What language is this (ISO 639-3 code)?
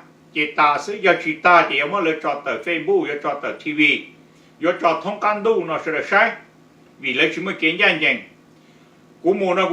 hmn